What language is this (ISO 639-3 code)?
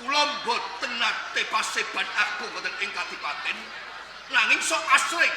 jav